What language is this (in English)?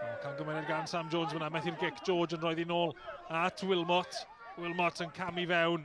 Welsh